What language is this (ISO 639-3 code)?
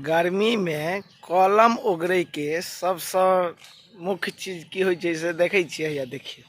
mai